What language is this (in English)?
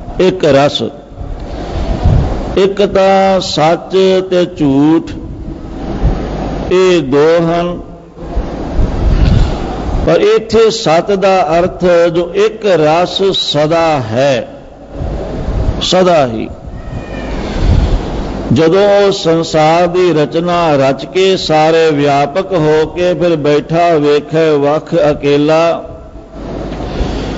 Punjabi